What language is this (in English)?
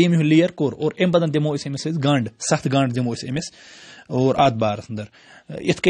Kashmiri